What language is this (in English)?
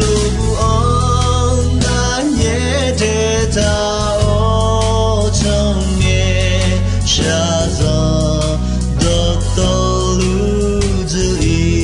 Akha